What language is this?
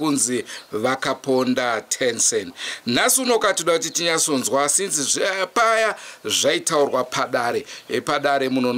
Shona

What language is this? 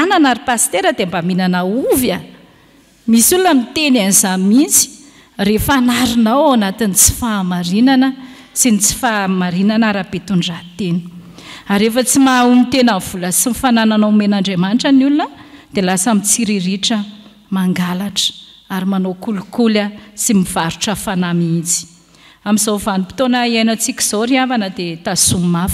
Malagasy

